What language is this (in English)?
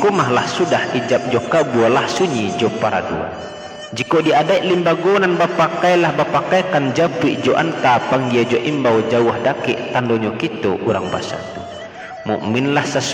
Minangkabau